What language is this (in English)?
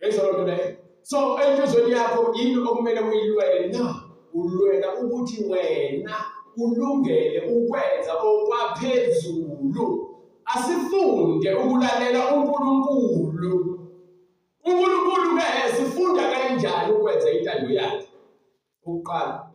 Zulu